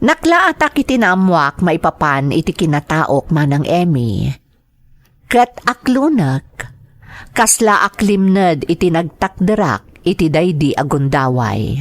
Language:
Iloko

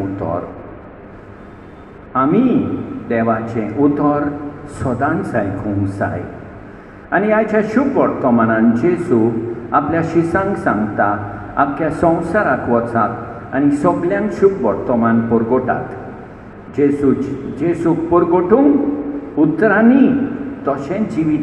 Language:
Konkani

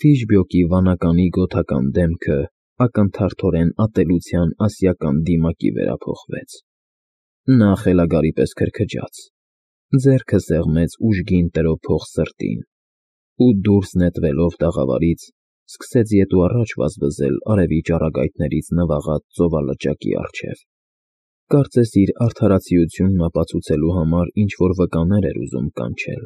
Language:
Armenian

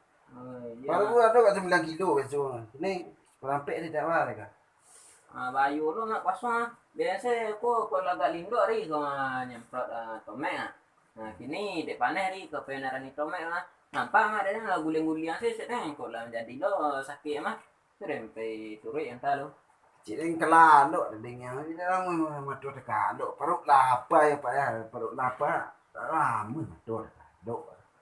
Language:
Minangkabau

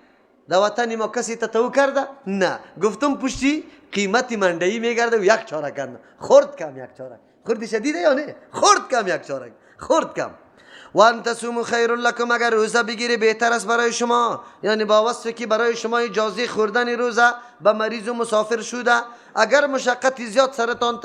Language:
Persian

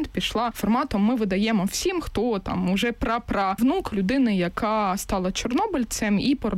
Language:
Ukrainian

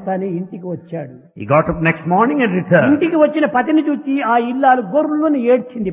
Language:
Telugu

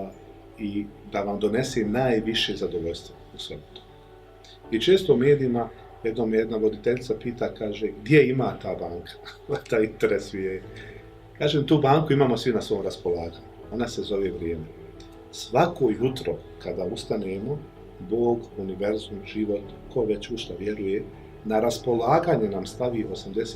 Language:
Bosnian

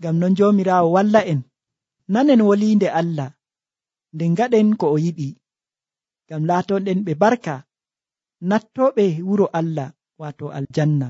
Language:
Nigerian Fulfulde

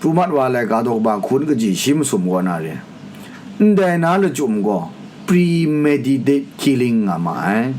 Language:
Kachin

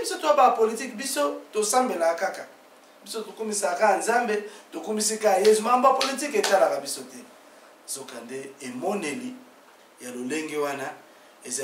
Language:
Lingala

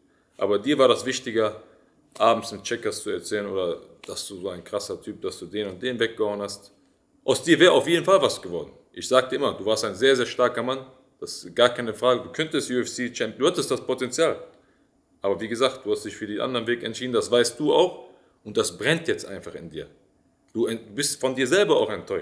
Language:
German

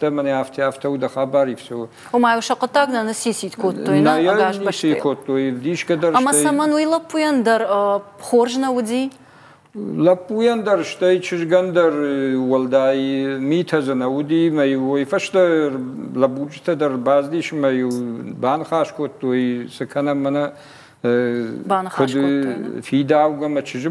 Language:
Ossetic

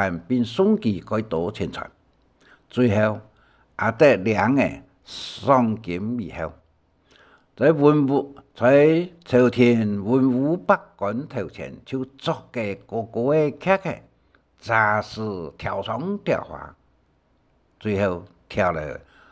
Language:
Hakka Chinese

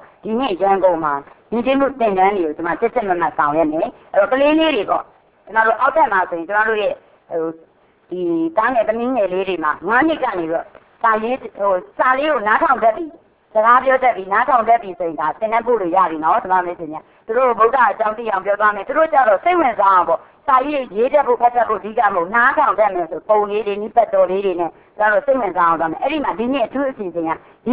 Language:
Burmese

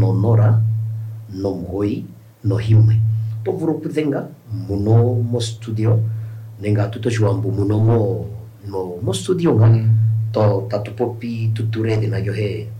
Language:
Kuanyama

